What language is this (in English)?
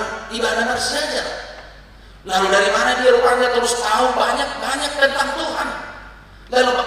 Batak Toba